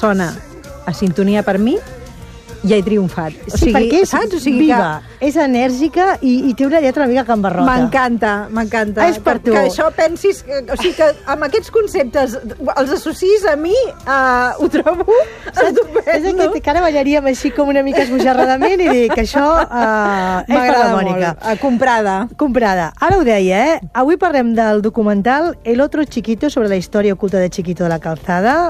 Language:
Catalan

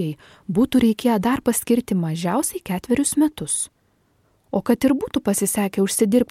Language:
Lithuanian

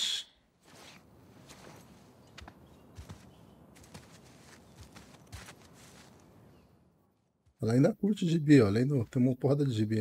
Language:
Portuguese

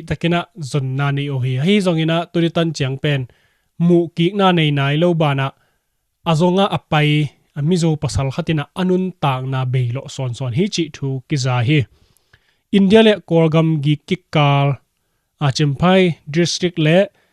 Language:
Tedim Chin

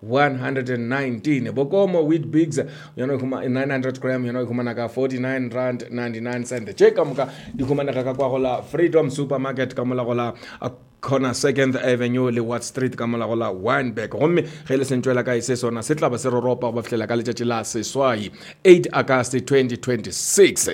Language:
Northern Sotho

